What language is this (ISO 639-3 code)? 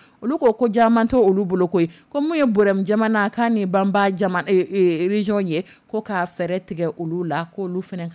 dyu